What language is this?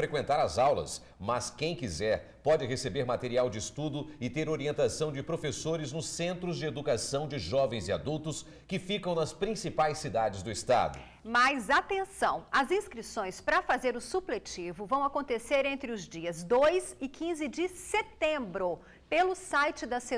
Portuguese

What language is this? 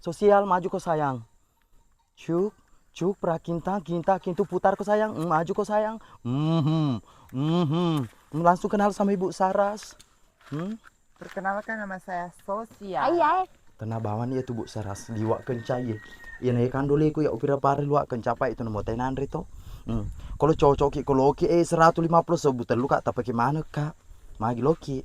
Buginese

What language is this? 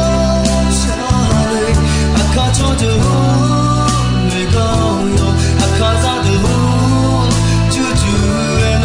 Akha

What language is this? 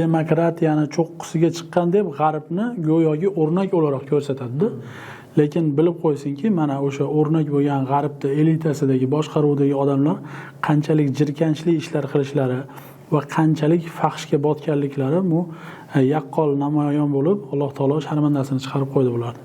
Uzbek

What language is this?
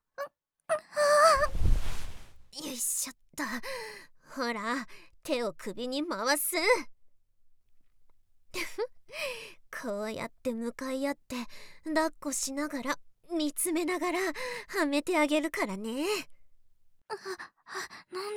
Japanese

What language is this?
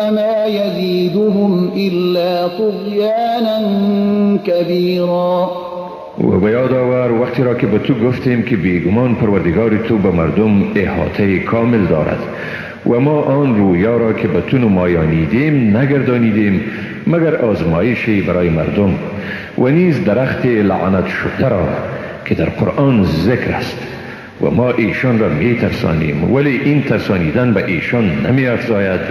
Persian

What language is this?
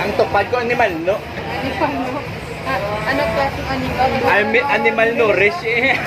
Hiligaynon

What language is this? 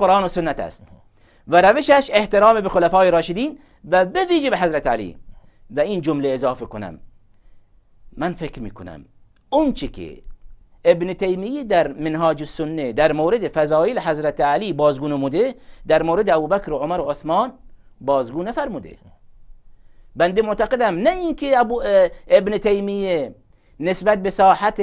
Persian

